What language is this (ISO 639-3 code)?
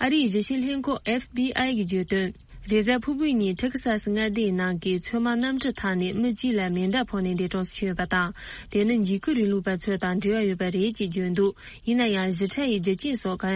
bod